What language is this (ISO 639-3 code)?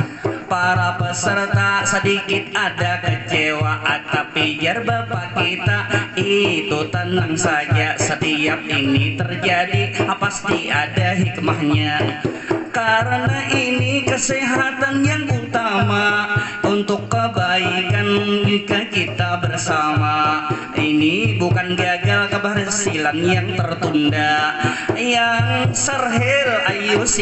bjn